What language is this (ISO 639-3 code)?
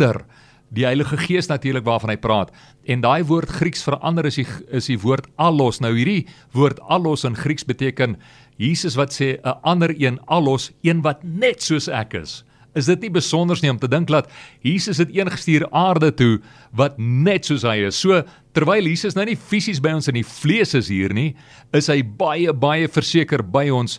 afr